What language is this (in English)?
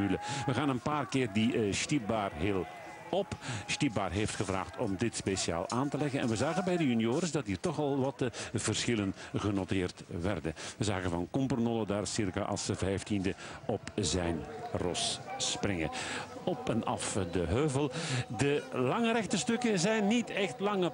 Dutch